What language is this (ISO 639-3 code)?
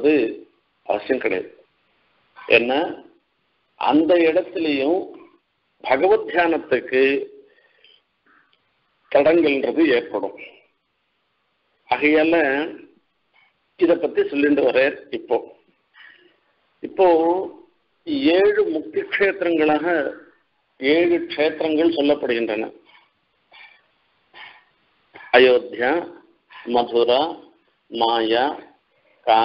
tam